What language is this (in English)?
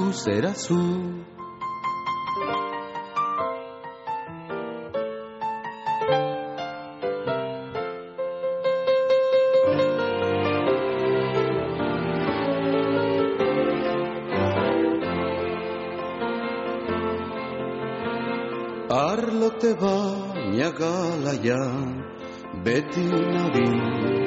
Basque